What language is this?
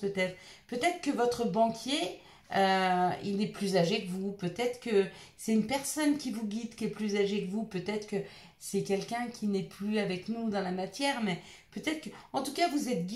French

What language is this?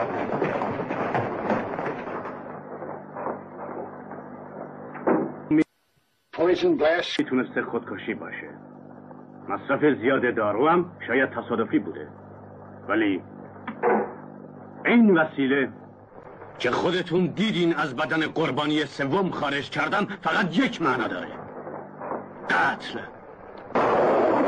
Persian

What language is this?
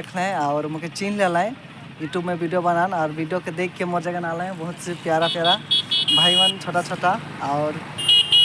Sadri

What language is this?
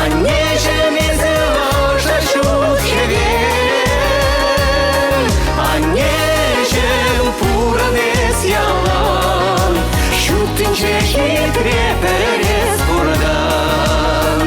Chuvash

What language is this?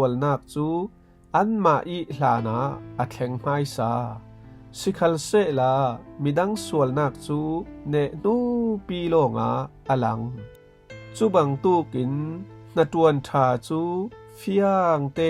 Falam Chin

